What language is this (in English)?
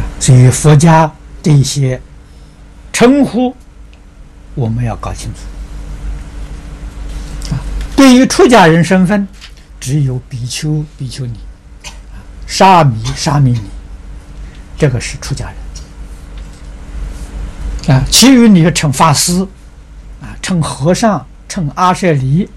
Chinese